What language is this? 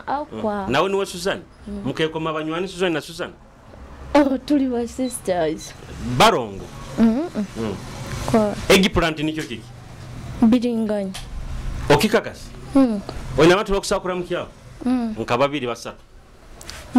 Nyoro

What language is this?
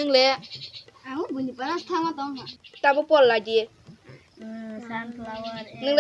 Kok Borok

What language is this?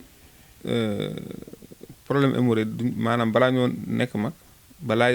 Wolof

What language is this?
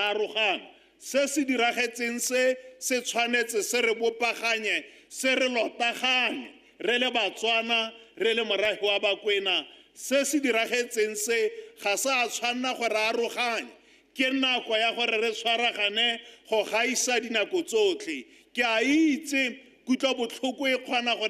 Tswana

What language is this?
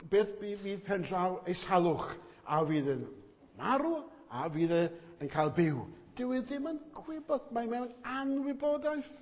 Welsh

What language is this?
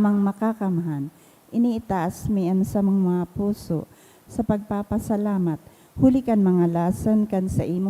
Bikol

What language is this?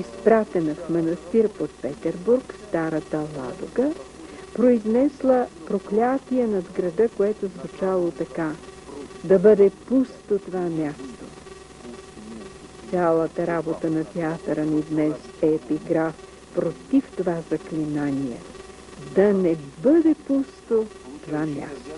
Bulgarian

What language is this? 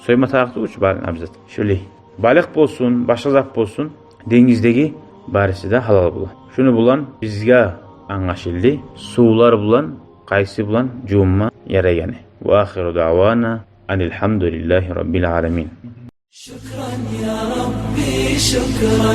Kumyk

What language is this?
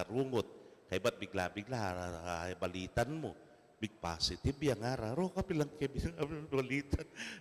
Pampanga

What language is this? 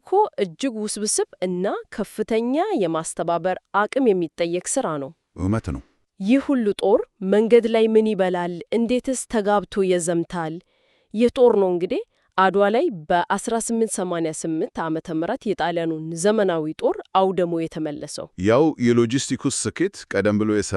Amharic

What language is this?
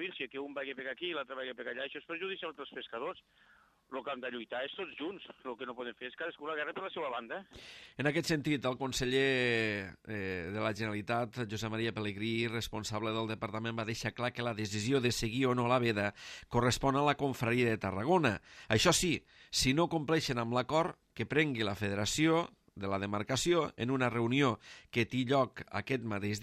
Catalan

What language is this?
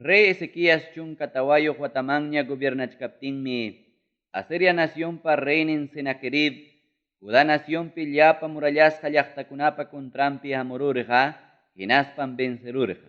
Ayacucho Quechua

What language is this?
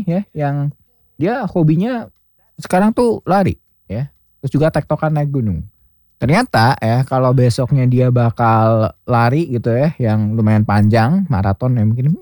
Indonesian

